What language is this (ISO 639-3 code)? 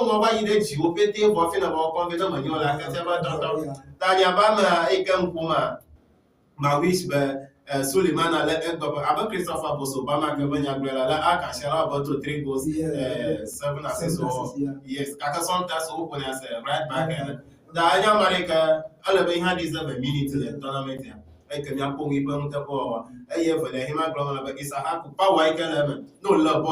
ewe